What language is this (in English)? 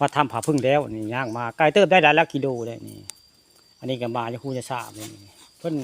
Northeastern Thai